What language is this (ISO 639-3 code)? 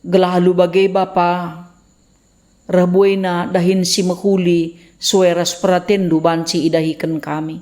btx